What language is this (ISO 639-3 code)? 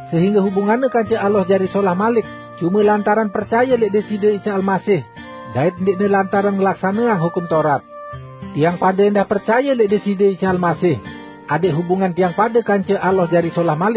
sas